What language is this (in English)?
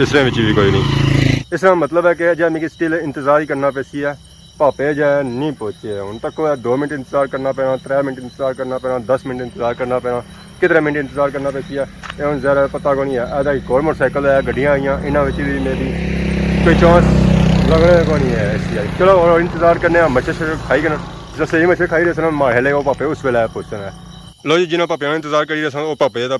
Pahari-Potwari